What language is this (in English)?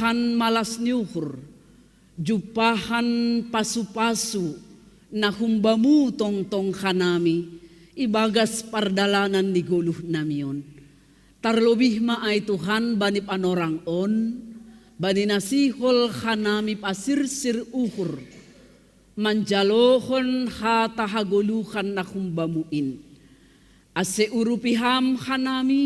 Batak Simalungun